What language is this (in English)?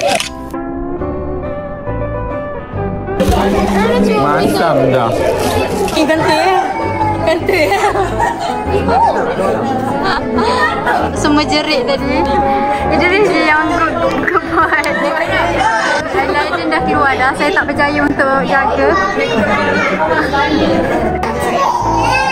Malay